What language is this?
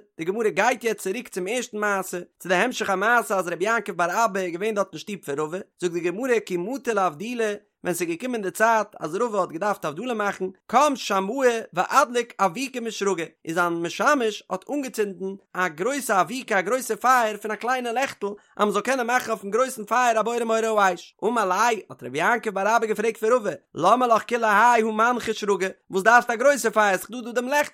Yiddish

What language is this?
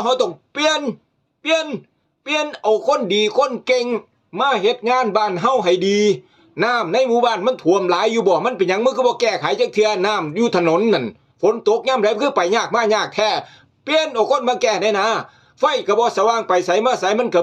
Northeastern Thai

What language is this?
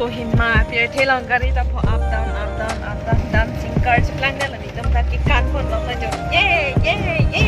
Karbi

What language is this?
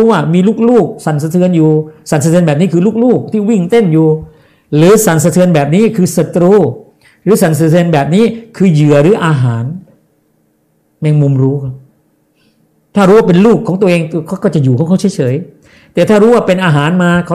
Thai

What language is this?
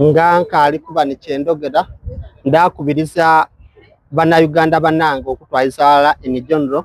Soga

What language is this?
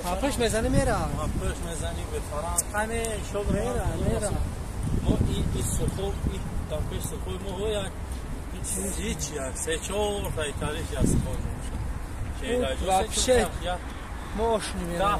Tajik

